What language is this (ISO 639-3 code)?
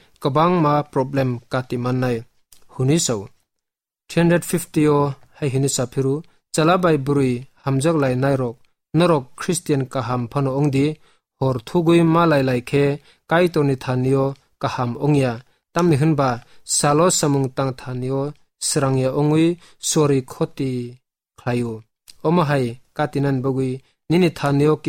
trp